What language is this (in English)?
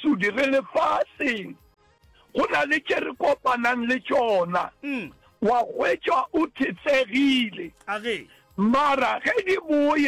Northern Sotho